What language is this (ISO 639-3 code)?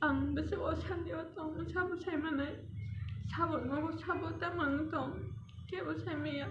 trp